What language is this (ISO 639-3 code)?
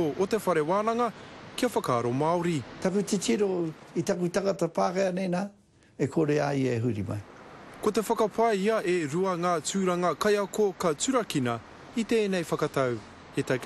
mri